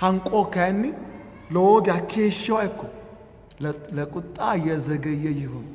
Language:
Sidamo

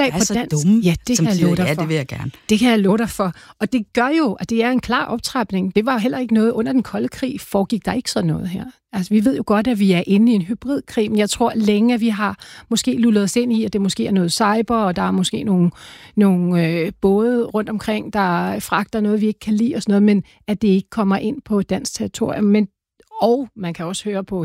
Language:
Danish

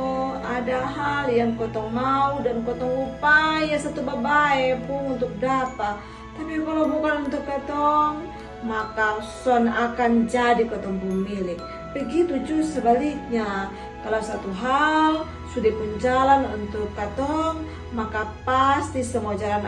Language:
Kupang Malay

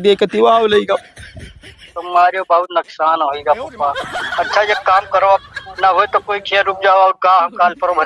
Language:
Awadhi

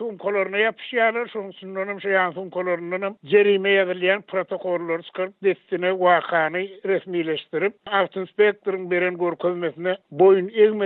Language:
Turkmen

